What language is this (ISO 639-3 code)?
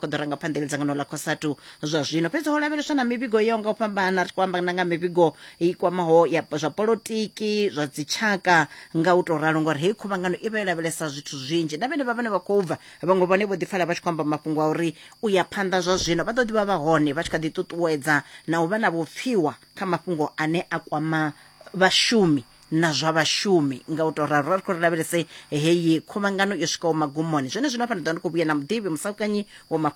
ven